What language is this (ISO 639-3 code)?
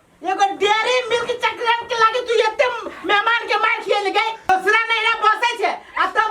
mai